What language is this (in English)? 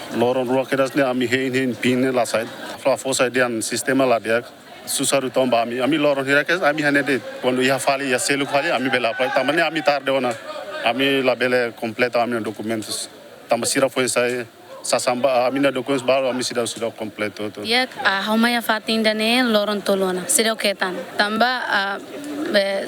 Tetum